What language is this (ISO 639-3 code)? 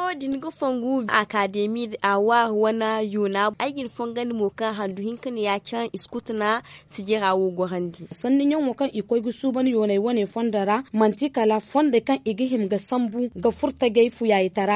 dje